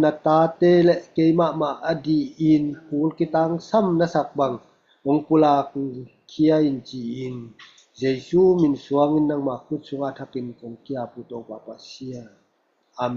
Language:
Tedim Chin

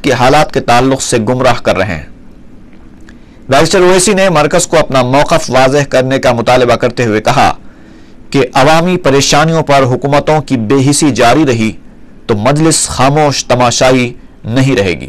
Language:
Urdu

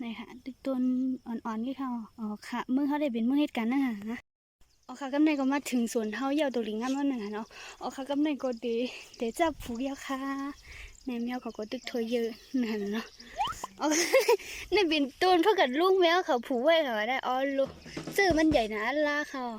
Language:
Shan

